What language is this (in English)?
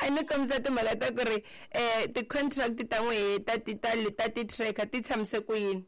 Tsonga